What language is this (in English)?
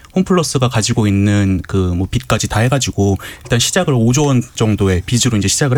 Korean